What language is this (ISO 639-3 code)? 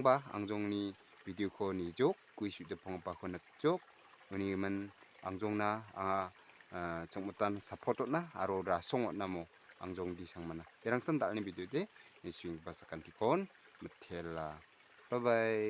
grt